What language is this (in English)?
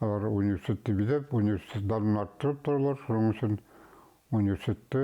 Bashkir